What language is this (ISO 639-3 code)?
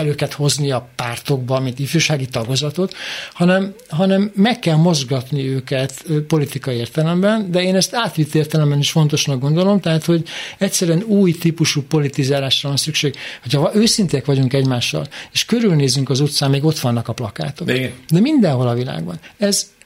hun